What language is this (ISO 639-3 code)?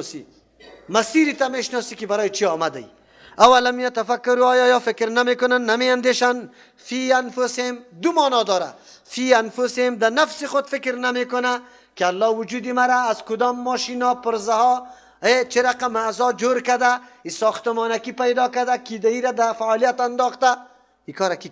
fas